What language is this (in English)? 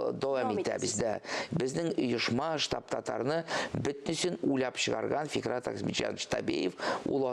Tatar